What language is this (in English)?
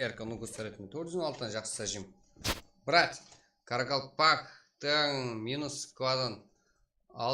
Kara-Kalpak